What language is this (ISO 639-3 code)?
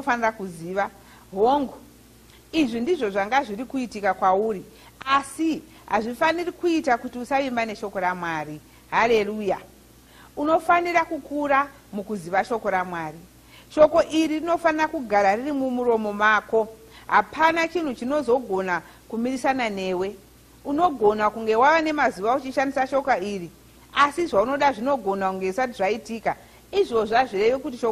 sna